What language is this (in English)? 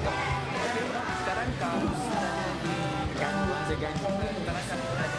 Malay